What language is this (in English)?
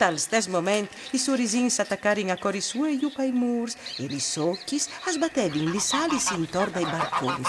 Friulian